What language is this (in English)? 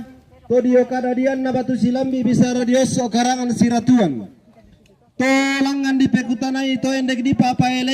Toraja-Sa'dan